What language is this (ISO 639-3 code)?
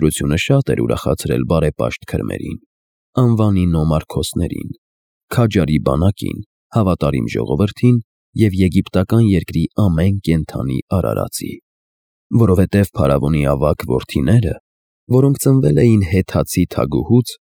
hye